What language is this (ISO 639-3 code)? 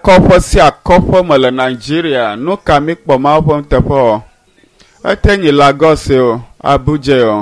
ewe